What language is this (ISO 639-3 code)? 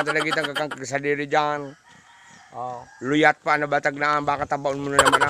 bik